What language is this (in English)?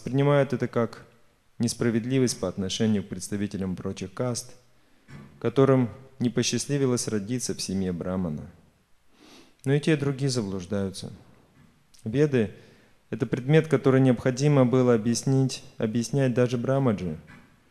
Russian